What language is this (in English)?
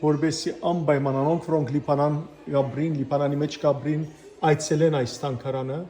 Western Armenian